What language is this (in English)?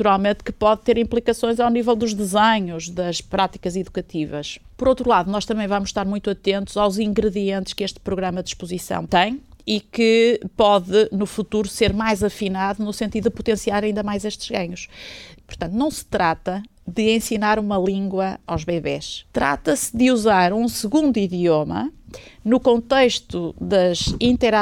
Portuguese